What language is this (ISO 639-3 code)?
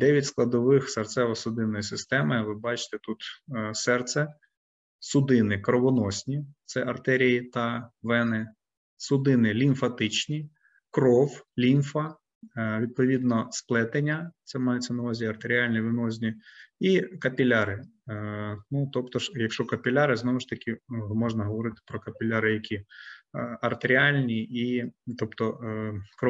ukr